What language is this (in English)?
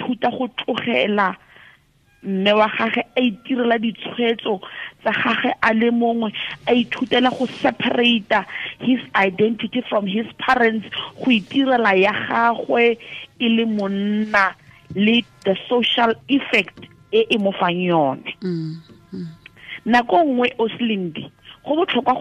Tswana